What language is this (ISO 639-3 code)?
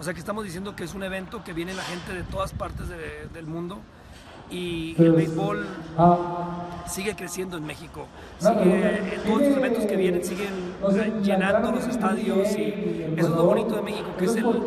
spa